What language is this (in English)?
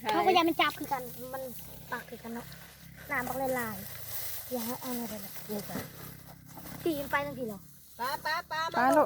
Northeastern Thai